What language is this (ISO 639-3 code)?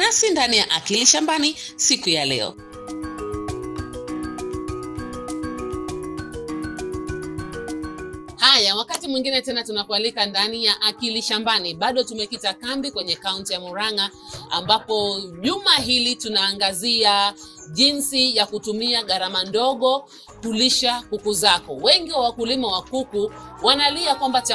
swa